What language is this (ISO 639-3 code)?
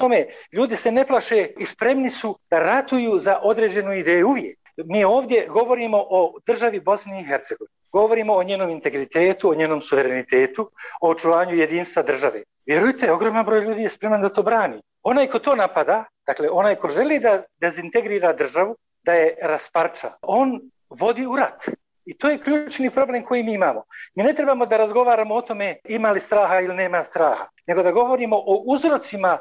bos